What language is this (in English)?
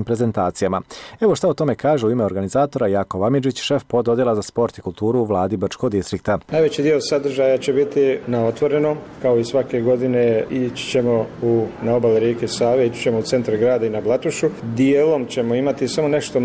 Bosnian